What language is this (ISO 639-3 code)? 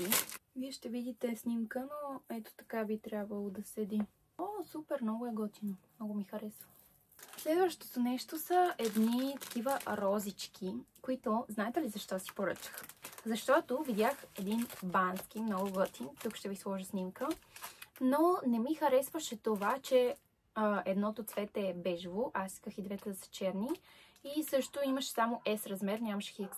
bul